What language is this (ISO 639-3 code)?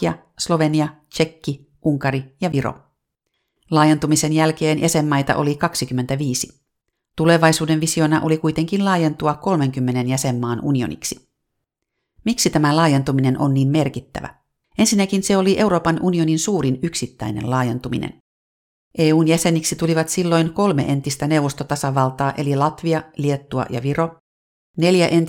fin